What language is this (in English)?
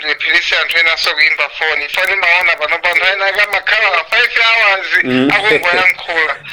Nyanja